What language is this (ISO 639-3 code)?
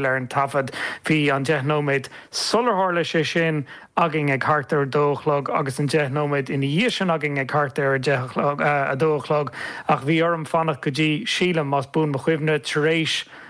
gle